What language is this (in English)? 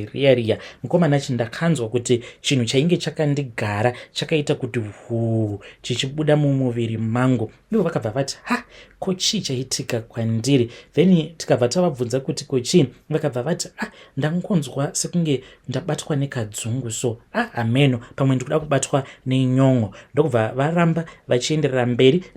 Shona